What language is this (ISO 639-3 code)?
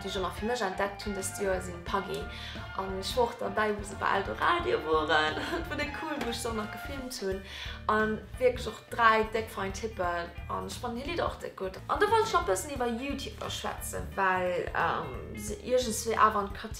ltz